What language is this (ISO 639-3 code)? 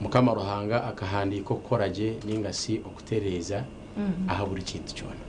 nyn